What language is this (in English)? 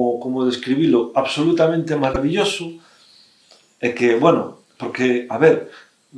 Galician